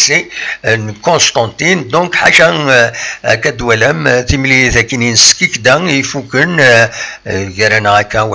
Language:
Kabyle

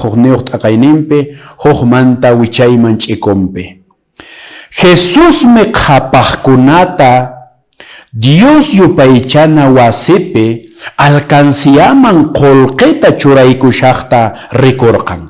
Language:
Quechua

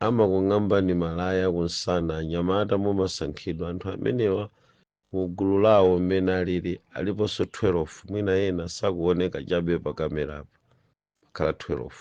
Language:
Nyanja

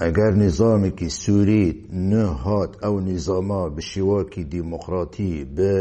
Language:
Kurdish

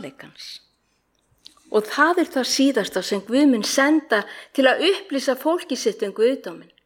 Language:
Icelandic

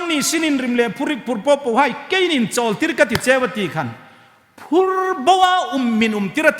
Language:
Hmar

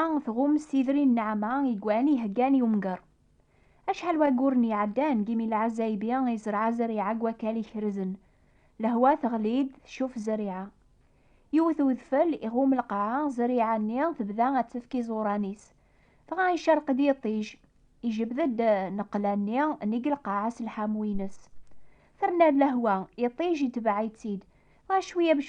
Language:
Kabyle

